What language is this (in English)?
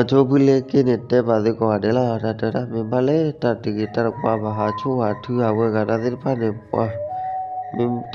S'gaw Karen